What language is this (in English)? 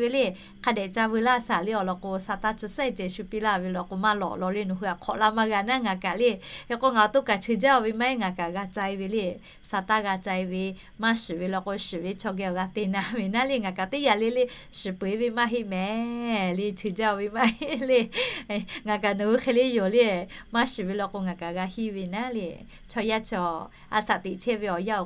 Lahu